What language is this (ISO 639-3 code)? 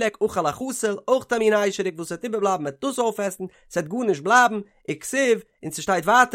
yid